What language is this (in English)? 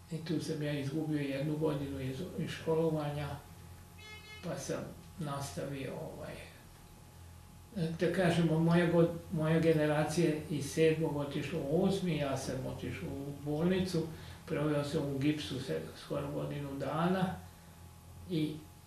Serbian